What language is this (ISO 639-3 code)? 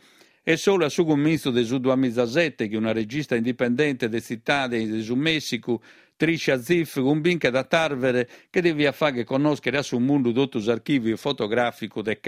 srd